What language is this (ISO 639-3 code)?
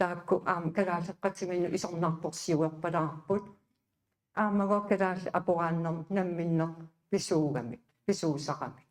kal